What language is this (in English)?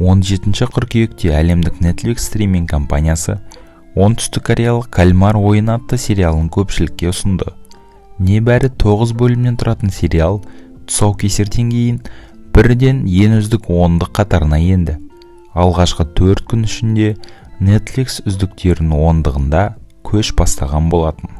Kazakh